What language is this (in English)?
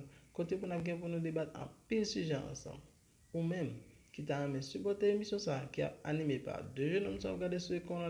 Haitian Creole